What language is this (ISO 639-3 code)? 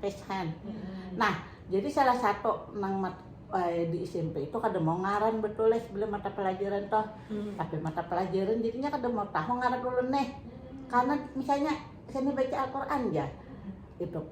bjn